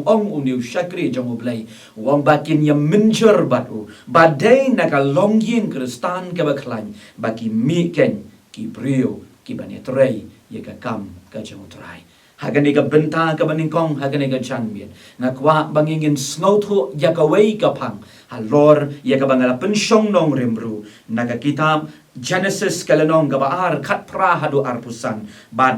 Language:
Khasi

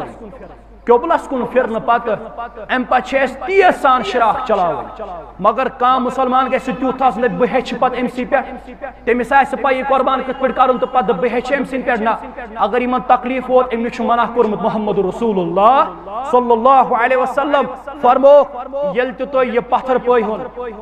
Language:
Kashmiri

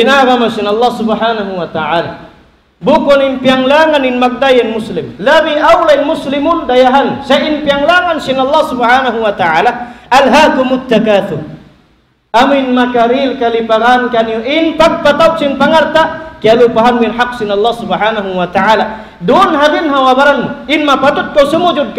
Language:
Tausug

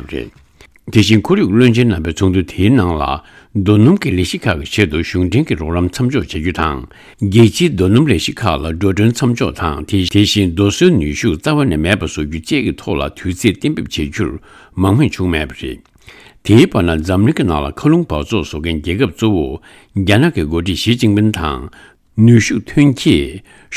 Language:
Tibetan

